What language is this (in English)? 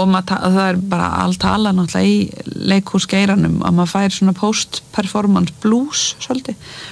Icelandic